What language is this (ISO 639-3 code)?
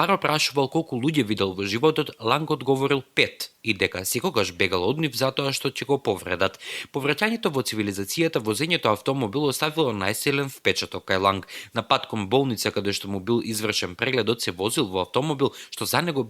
mkd